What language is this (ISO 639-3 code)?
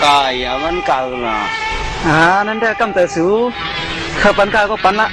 shn